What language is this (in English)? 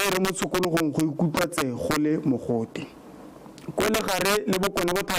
Tswana